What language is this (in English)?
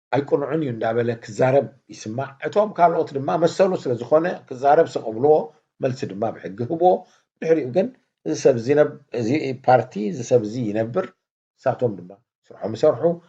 Tigrinya